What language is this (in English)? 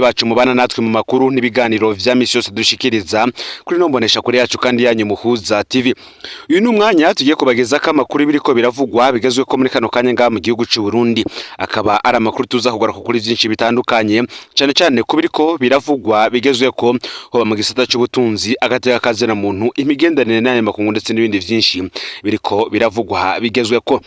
Rundi